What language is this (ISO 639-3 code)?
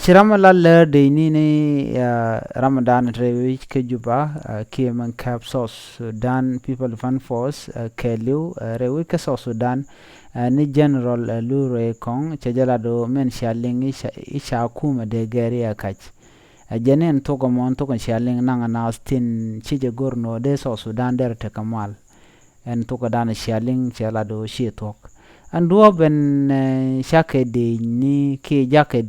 nus